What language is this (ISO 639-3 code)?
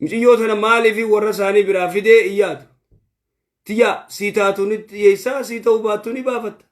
orm